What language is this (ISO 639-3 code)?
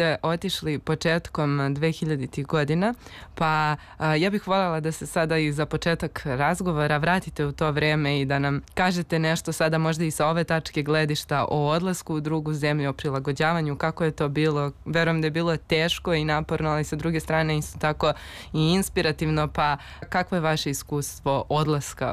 srp